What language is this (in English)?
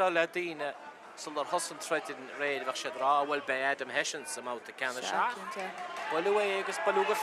Irish